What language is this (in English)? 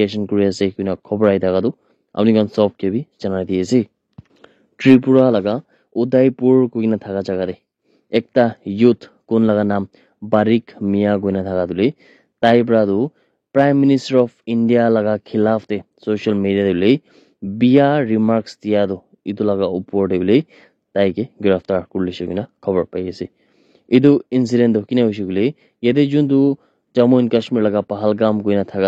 Naga Pidgin